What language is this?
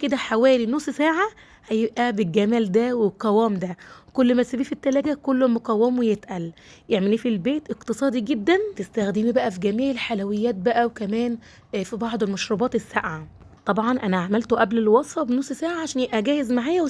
Egyptian Arabic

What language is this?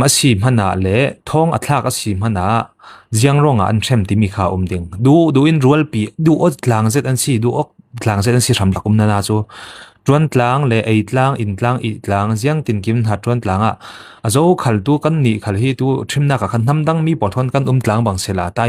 Falam Chin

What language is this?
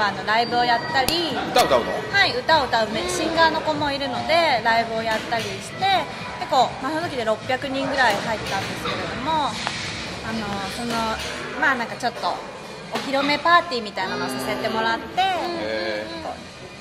Japanese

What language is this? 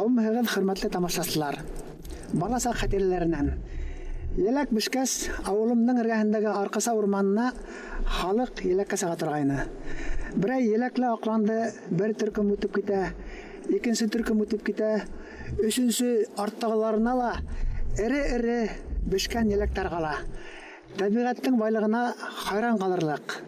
Bashkir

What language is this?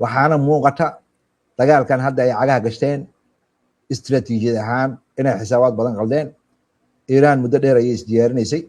Somali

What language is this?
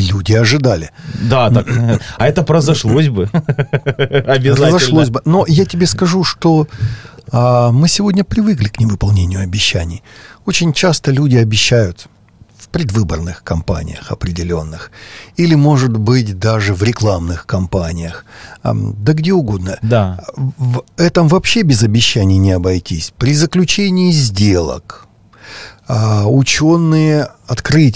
Russian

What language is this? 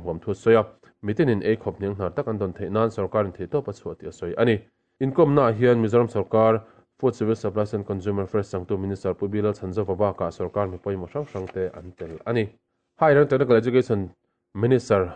Mizo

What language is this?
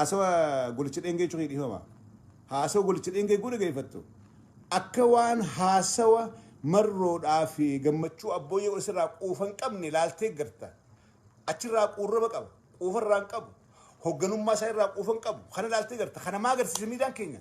Oromo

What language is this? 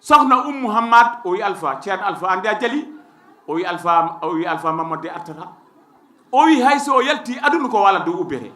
Fula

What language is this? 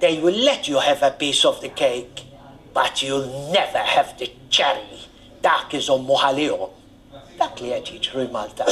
Maltese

